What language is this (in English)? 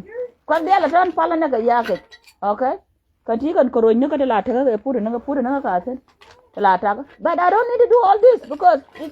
Nuer